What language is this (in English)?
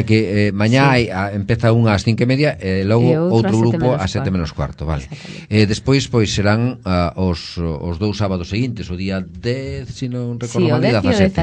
Galician